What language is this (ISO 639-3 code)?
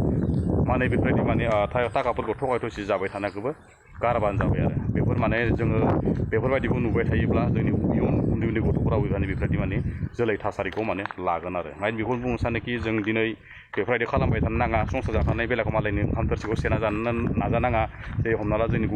brx